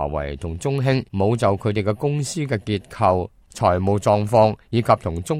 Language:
Cantonese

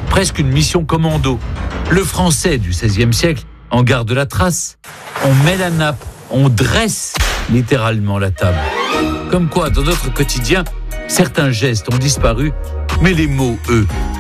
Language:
French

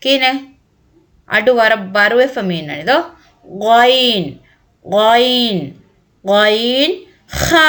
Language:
Divehi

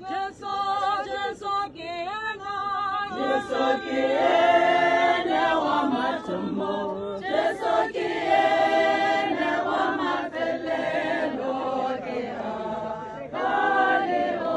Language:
Tswana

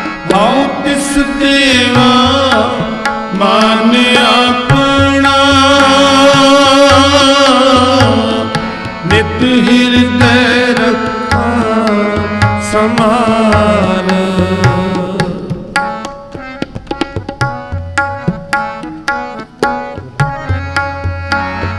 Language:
Punjabi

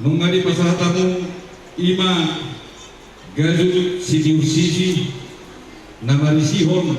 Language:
Batak Toba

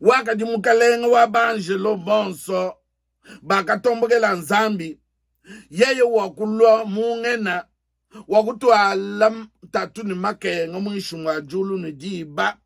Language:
Luba-Lulua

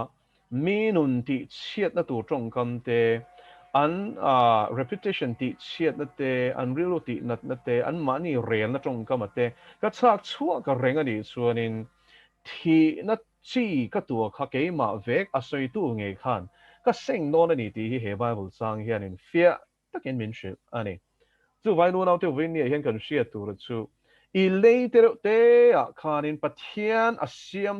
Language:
Mizo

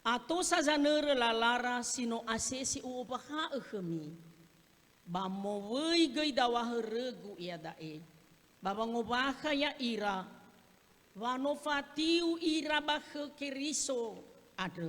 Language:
Nias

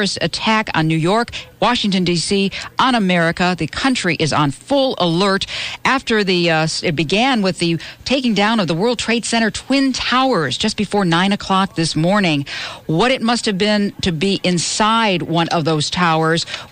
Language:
English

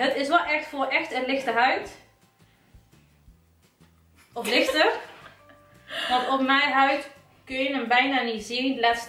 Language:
Dutch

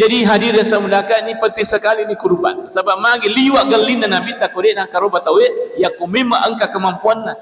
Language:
Buginese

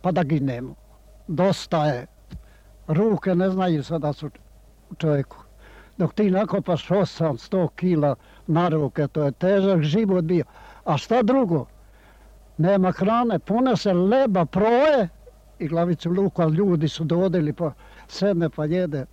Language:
Serbian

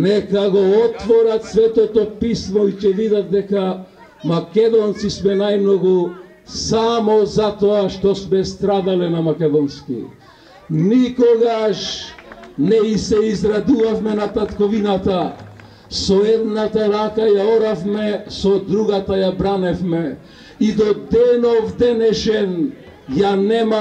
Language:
Macedonian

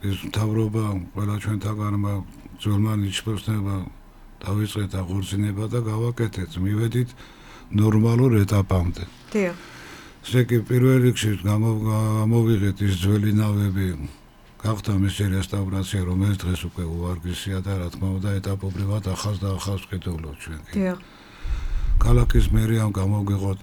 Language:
Georgian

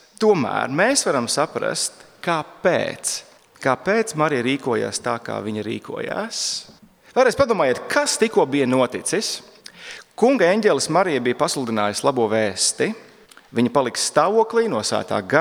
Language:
Latvian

